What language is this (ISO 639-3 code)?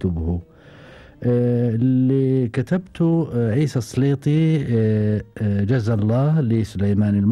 afb